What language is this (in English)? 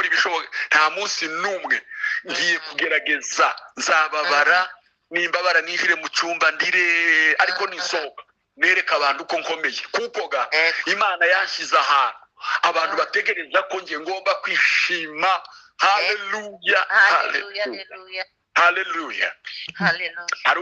Kinyarwanda